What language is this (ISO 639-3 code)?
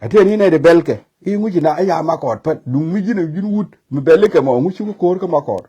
nus